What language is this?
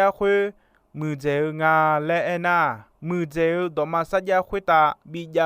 Akha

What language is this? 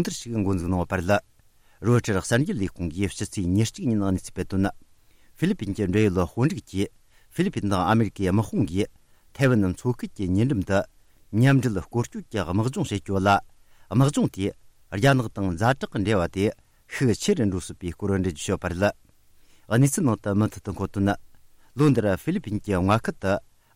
Tibetan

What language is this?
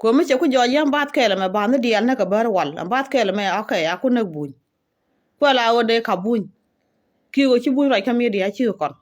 Nuer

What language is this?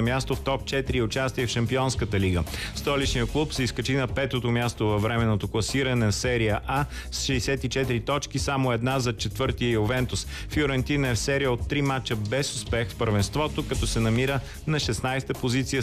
Bulgarian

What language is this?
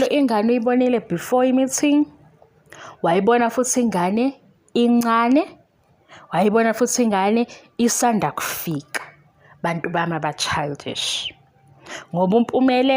Zulu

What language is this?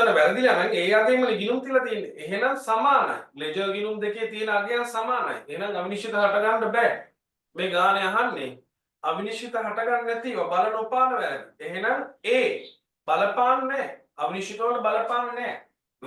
Sinhala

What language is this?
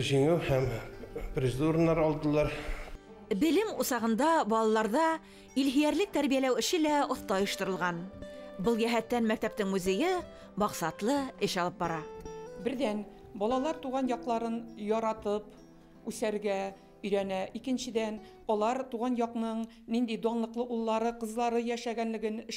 Bashkir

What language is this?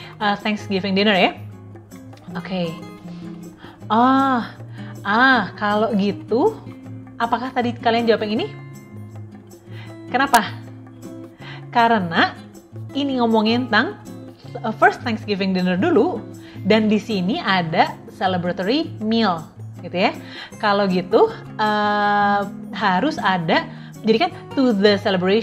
Indonesian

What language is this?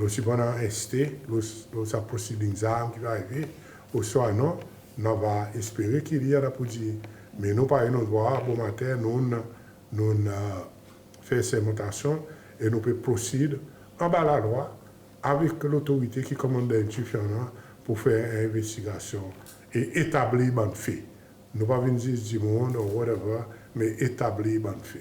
Seselwa Creole French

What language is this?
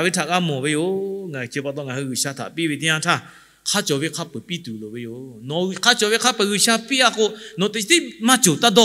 Lahu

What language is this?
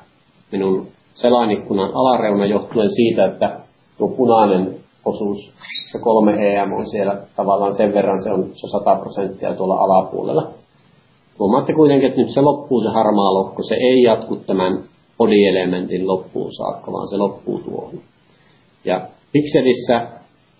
Finnish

